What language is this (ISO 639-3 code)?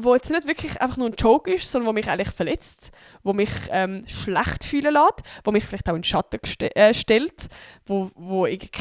gsw